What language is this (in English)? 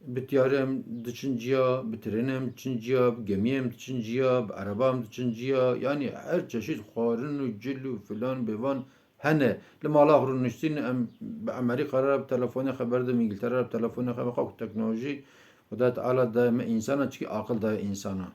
Kurdish